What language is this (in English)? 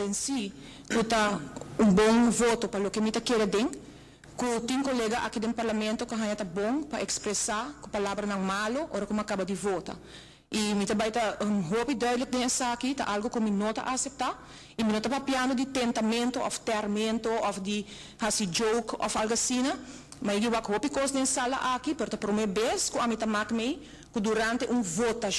Papiamento